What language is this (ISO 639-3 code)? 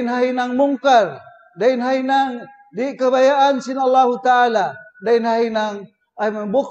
tsg